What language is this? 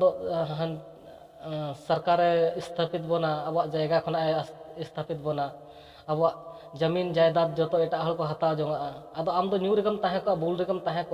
Santali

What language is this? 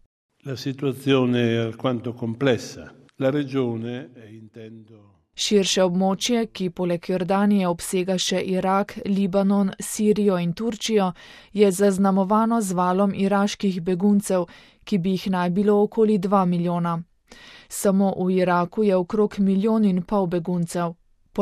Slovenian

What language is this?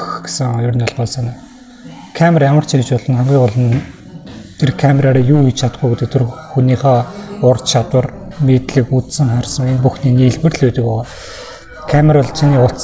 Mongolian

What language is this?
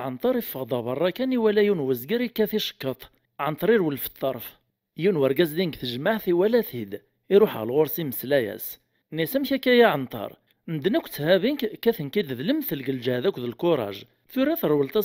Kabyle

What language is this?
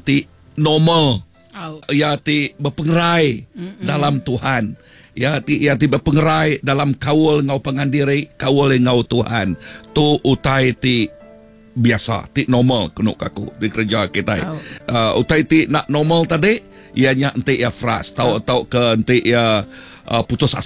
Iban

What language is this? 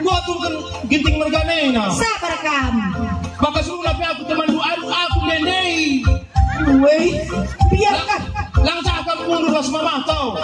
Batak Karo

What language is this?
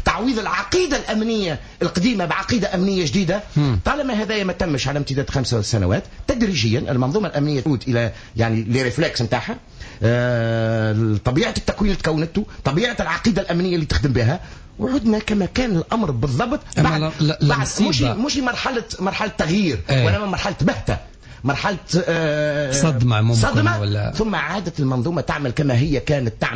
Tunisian Arabic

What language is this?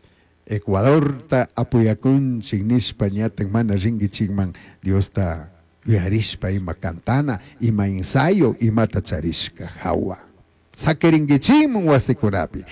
Chimborazo Highland Quichua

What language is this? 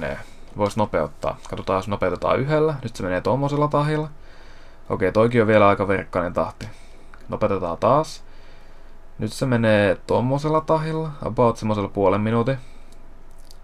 Finnish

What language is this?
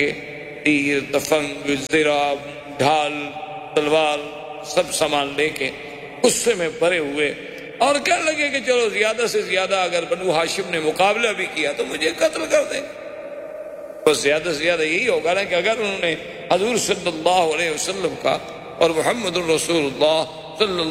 Urdu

